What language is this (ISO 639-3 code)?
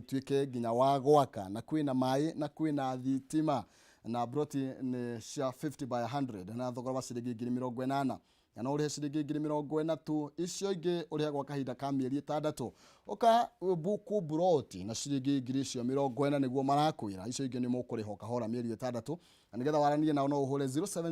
kik